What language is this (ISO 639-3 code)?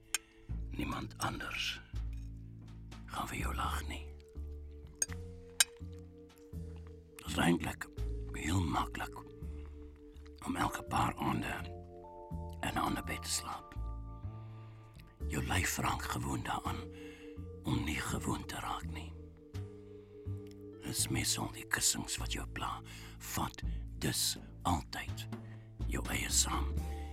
afr